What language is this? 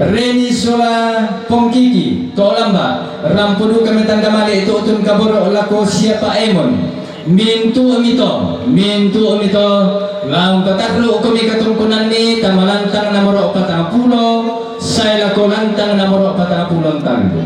Toraja-Sa'dan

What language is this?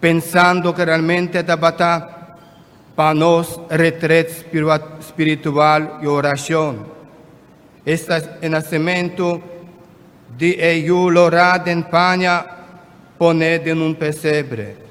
Papiamento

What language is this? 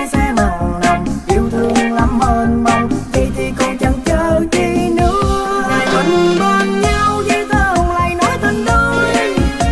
Vietnamese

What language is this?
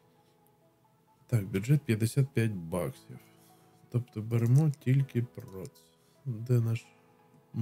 Ukrainian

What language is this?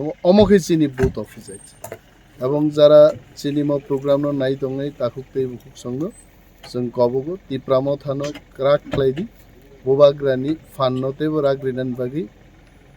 Kok Borok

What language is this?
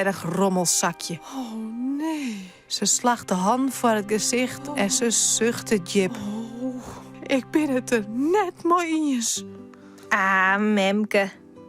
Western Frisian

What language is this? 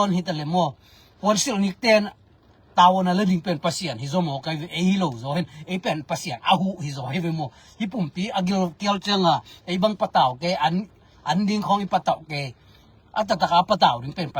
Tedim Chin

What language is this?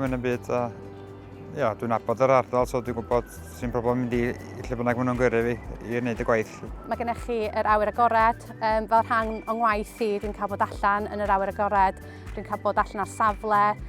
Welsh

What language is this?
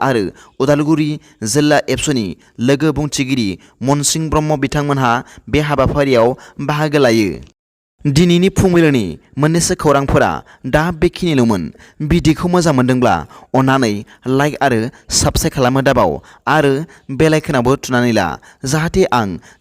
Bodo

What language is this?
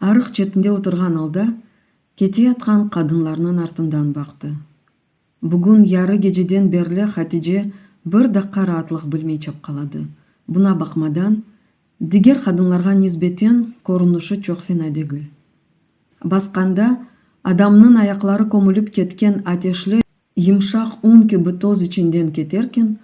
Crimean Tatar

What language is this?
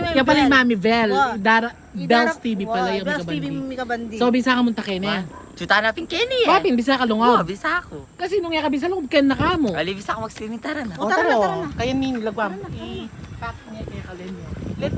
Pampanga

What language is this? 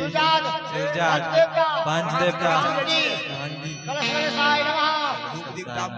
Maithili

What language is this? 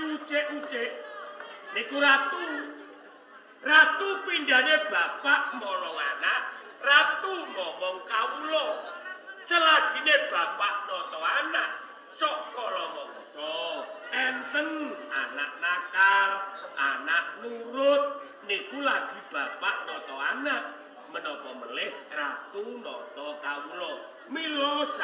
Javanese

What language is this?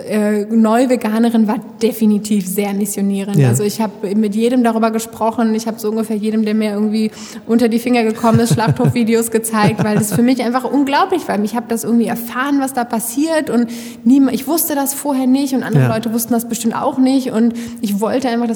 German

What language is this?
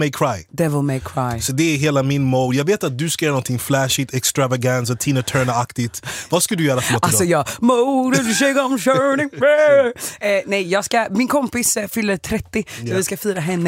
Swedish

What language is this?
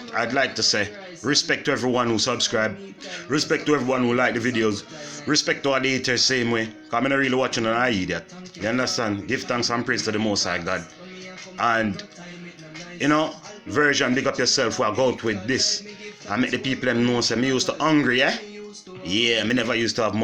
Jamaican Creole English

